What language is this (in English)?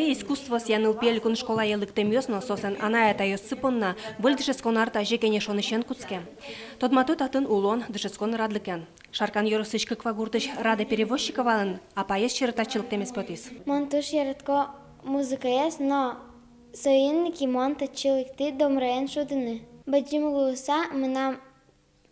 Udmurt